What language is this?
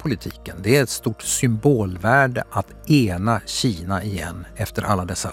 Swedish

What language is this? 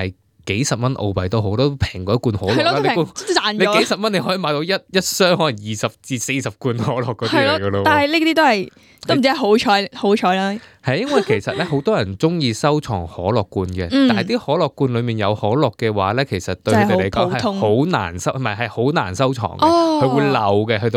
Cantonese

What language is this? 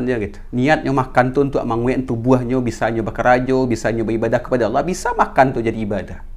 Minangkabau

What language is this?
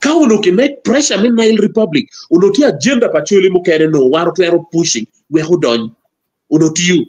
Acoli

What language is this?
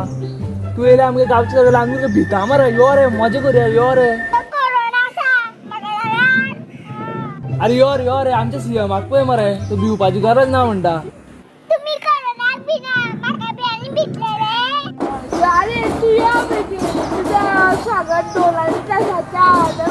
Konkani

